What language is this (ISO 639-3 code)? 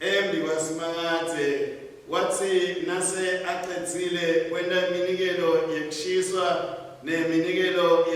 ssw